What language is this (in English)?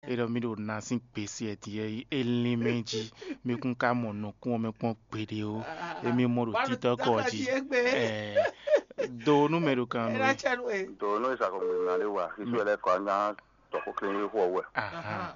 Fon